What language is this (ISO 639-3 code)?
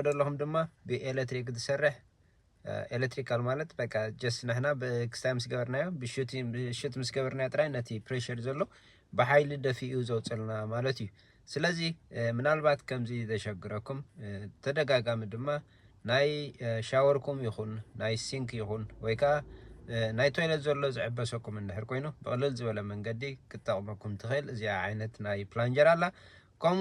tir